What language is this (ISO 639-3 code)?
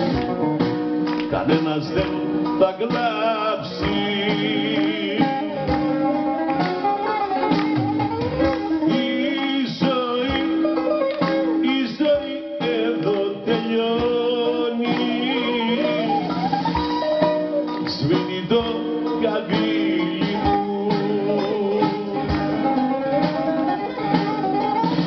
ell